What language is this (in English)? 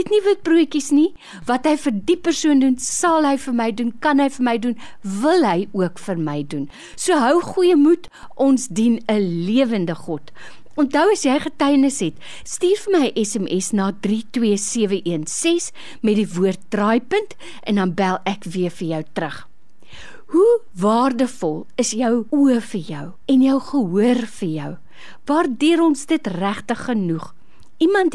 Afrikaans